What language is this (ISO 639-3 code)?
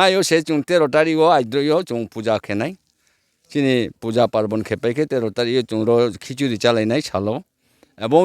ria